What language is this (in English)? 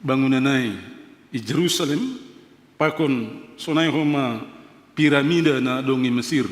Batak Simalungun